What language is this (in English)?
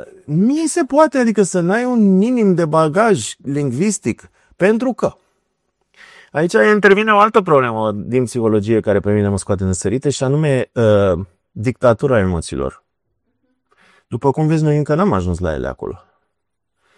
Romanian